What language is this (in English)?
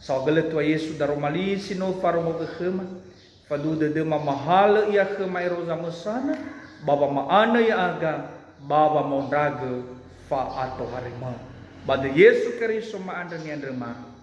Nias